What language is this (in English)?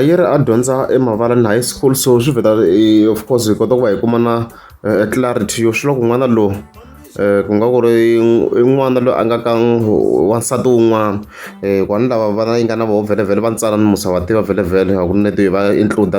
Tsonga